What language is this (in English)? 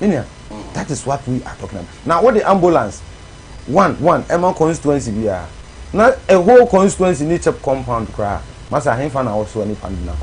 Akan